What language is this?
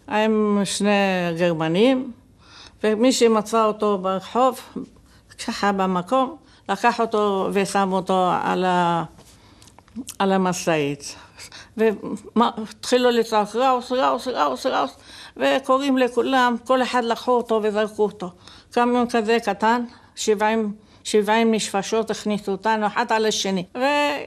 Hebrew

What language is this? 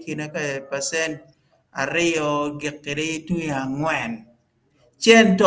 Acoli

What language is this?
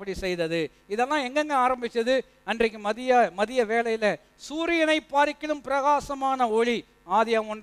Tamil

